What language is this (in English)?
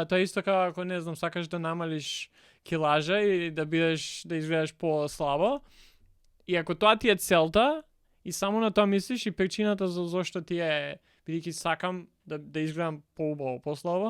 Macedonian